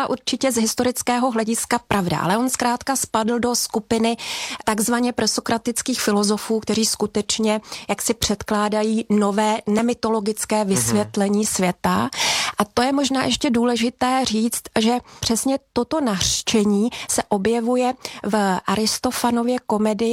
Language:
Czech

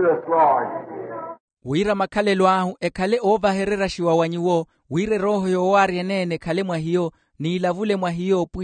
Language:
Makhuwa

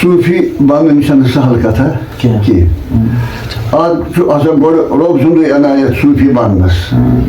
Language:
Kashmiri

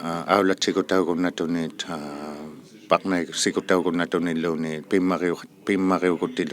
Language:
Inuktitut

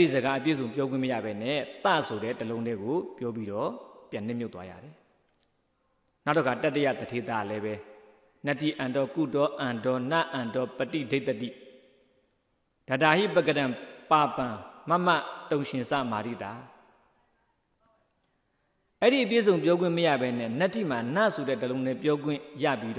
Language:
Burmese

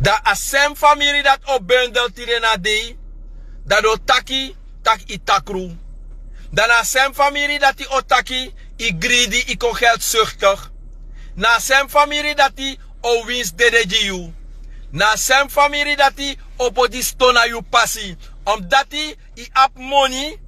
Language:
Sranan Tongo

